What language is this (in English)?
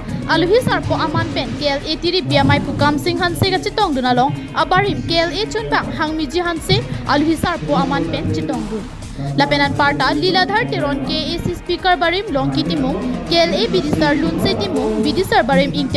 Karbi